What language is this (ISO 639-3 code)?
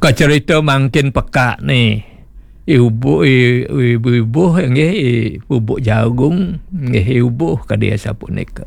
ban